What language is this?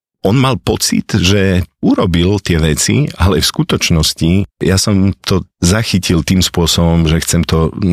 Slovak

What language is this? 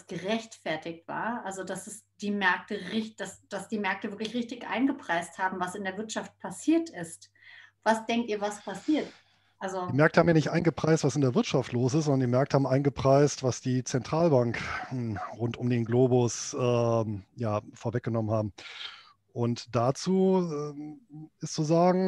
German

